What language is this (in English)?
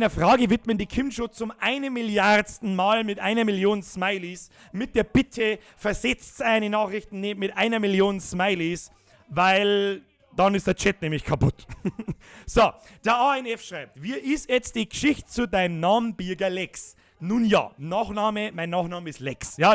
Bavarian